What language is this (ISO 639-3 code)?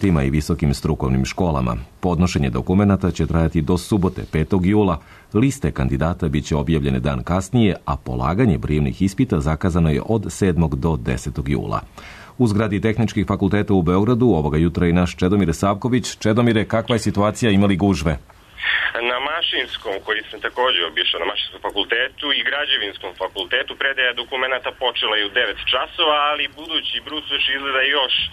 srp